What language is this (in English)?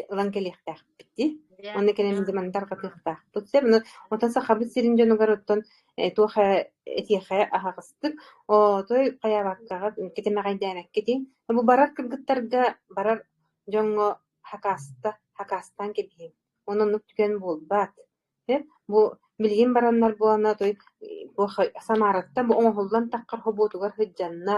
Yakut